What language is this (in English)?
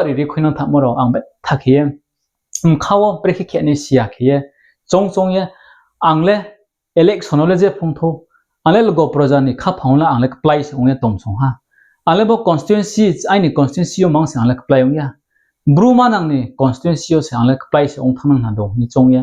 Riang (India)